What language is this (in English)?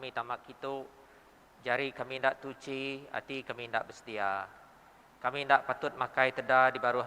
Iban